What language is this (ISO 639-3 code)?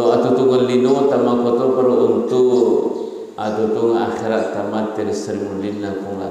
bug